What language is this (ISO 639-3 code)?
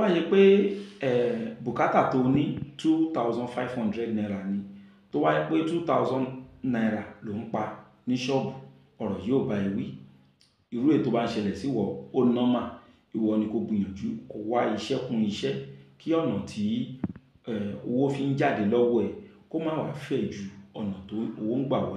yor